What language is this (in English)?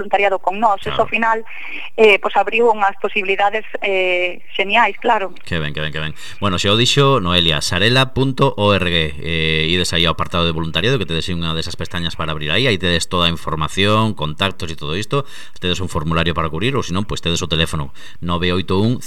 Galician